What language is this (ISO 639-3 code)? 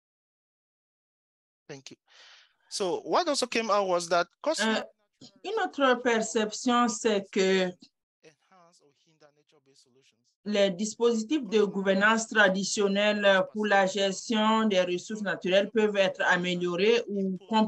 fra